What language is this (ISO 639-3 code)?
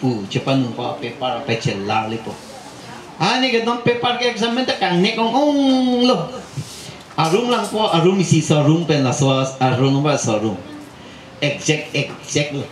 mjw